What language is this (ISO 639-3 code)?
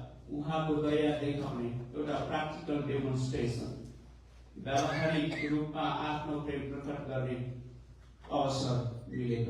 nep